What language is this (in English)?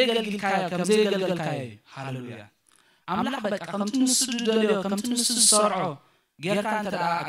Tigrinya